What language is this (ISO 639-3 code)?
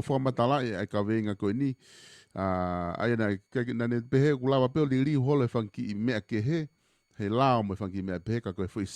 ton